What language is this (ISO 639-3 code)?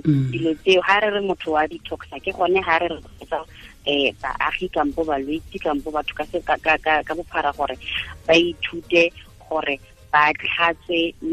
tsn